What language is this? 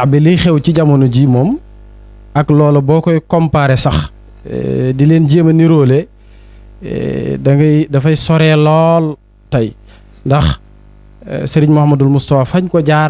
Wolof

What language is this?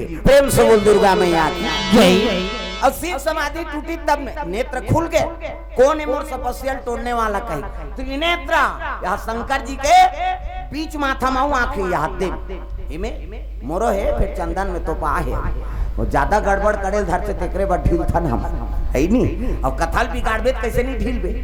Chhattisgarhi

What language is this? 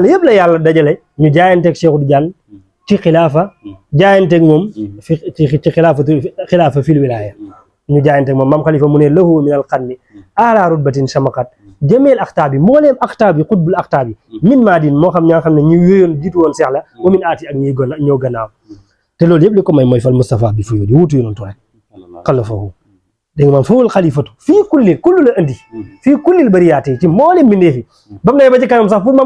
Wolof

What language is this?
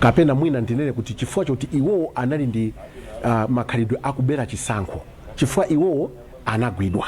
Nyanja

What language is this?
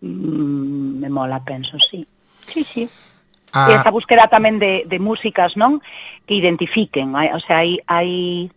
Galician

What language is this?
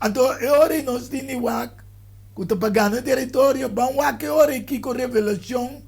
Papiamento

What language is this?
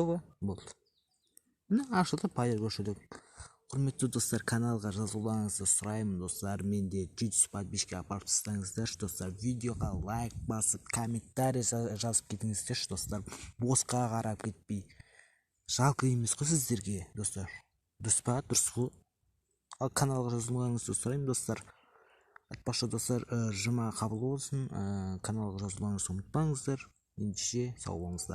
Kazakh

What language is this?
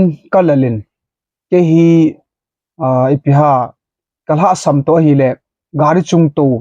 Thado Chin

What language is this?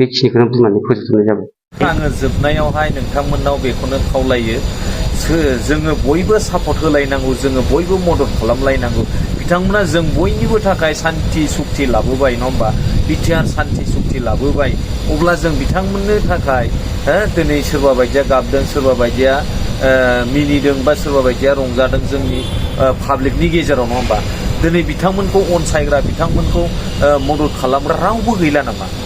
Bodo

